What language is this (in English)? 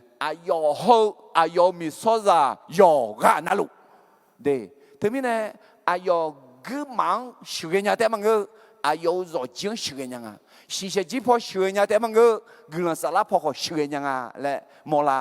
Akha